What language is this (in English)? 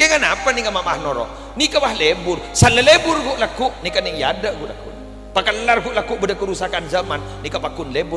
Madurese